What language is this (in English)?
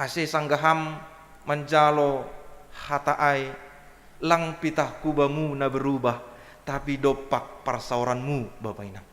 Batak Simalungun